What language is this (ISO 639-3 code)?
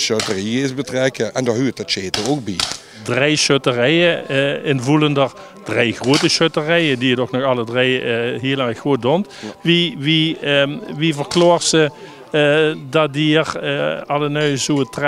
lim